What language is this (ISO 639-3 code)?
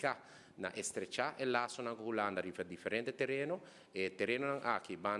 pap